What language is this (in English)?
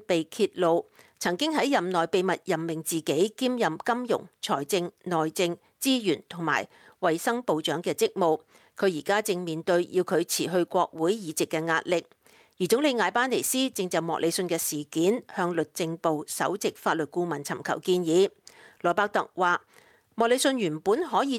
Cantonese